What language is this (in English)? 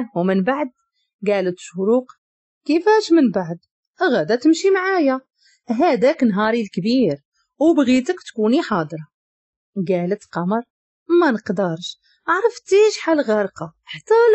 Moroccan Arabic